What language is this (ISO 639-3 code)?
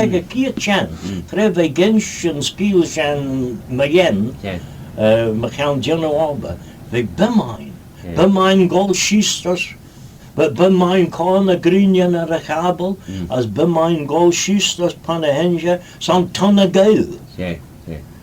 glv